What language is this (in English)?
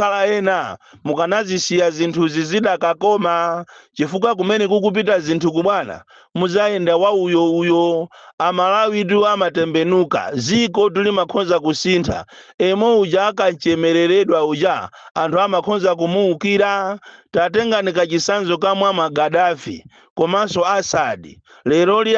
Nyanja